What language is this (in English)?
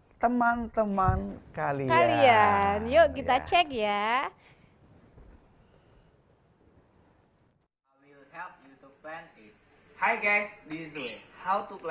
Indonesian